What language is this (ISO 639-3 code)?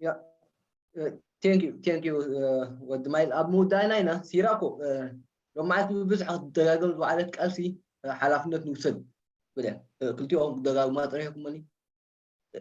tir